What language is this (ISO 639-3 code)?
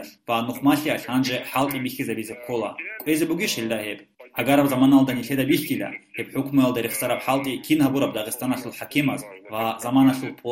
ava